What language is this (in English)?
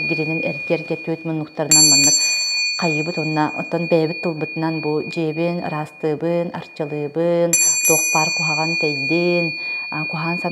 Yakut